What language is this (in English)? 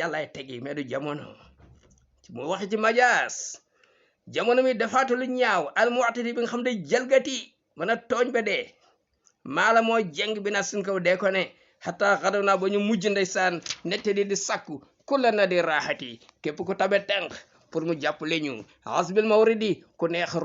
Wolof